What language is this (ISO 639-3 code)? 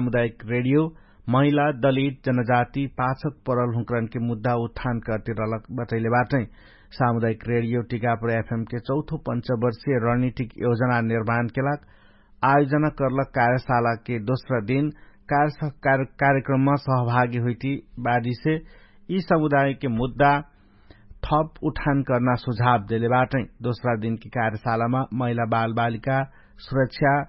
thl